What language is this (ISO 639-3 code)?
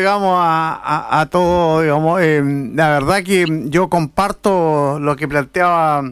spa